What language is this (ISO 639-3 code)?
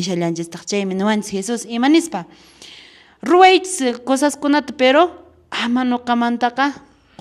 que